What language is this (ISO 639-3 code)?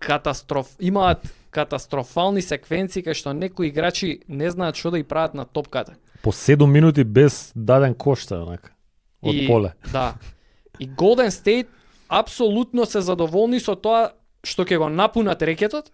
mkd